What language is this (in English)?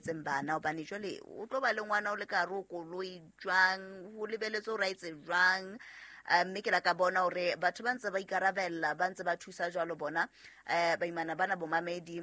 Southern Sotho